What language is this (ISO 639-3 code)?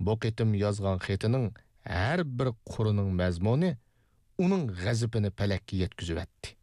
uig